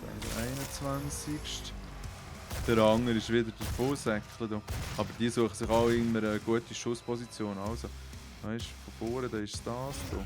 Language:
Swiss German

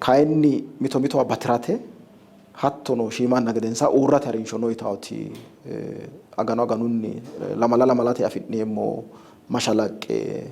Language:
Sidamo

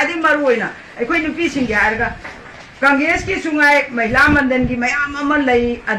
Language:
Manipuri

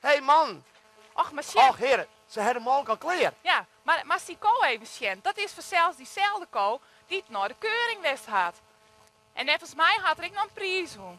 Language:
Western Frisian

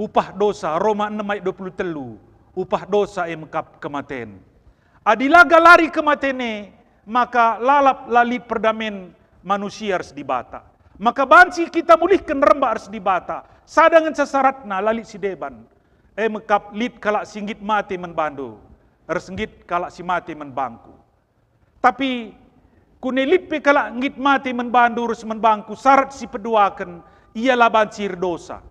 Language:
Batak Karo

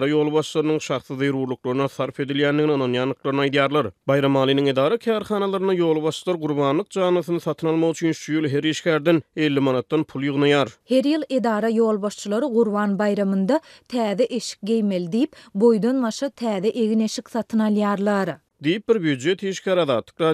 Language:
Turkmen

